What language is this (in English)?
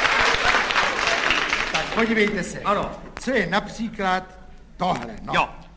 Czech